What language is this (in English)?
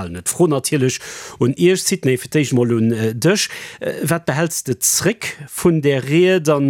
Luxembourgish